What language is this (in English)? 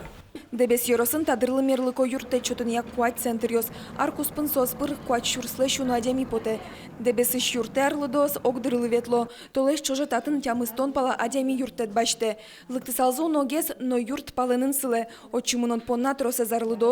Udmurt